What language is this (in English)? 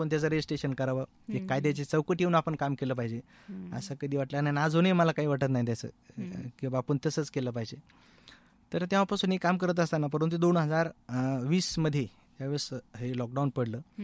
Marathi